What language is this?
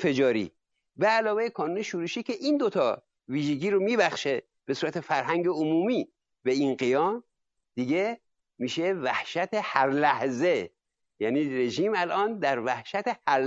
Persian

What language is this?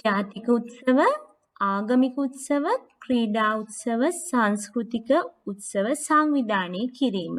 Sinhala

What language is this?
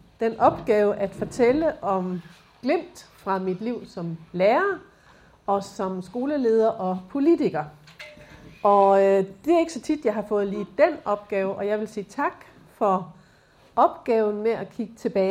Danish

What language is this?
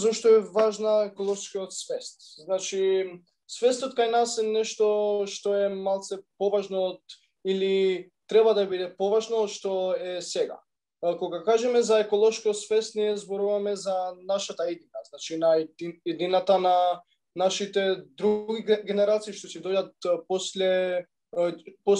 Macedonian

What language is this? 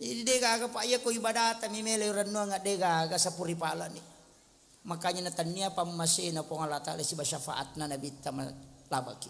Buginese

